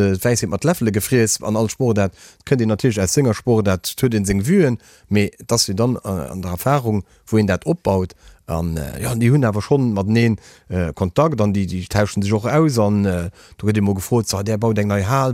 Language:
Luxembourgish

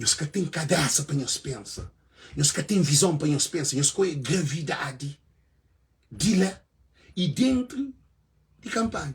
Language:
Kabuverdianu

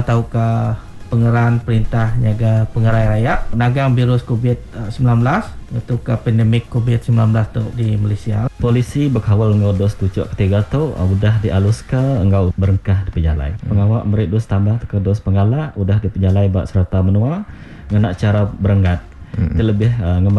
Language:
Iban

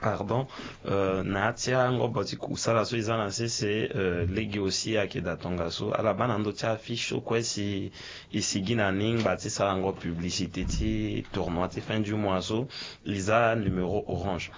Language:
Sango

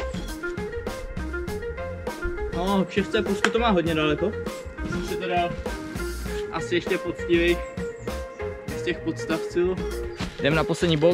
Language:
Czech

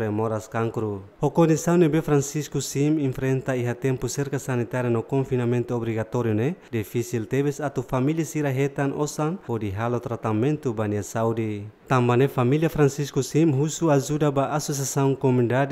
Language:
Tetum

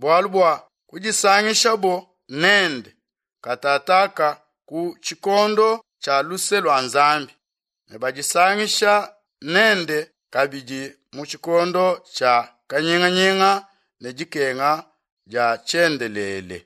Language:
Luba-Lulua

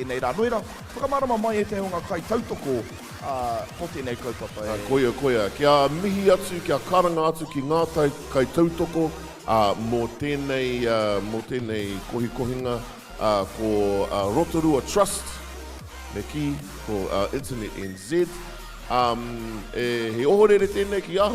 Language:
Māori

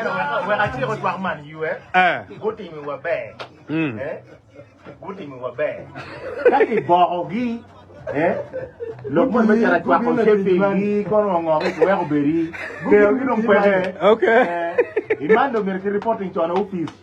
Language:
Acoli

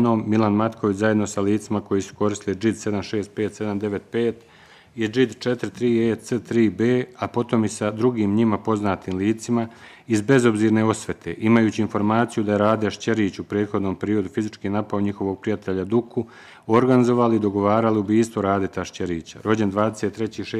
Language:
Bosnian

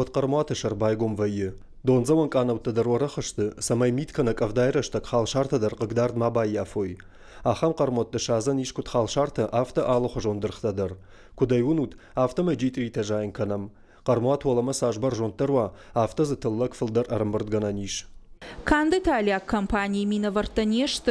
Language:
Ossetic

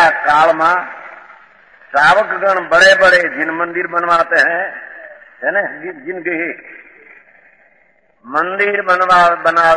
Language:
Gujarati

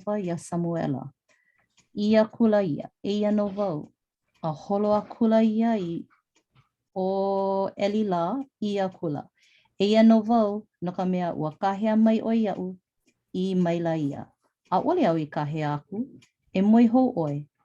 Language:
Hawaiian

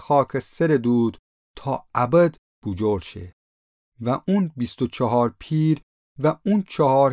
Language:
Gilaki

